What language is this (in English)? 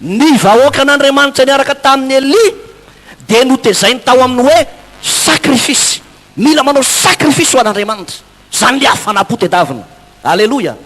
Malagasy